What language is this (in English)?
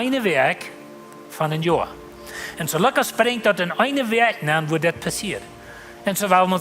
Plautdietsch